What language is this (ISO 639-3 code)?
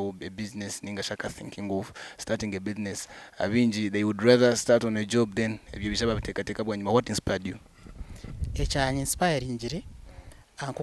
nyn